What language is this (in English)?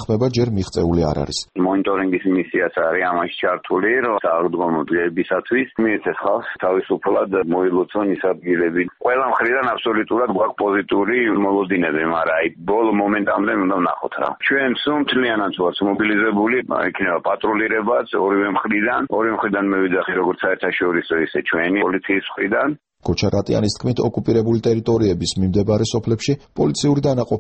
Georgian